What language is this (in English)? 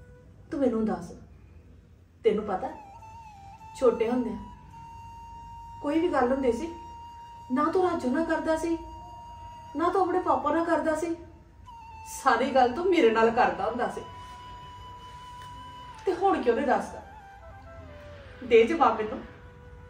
Punjabi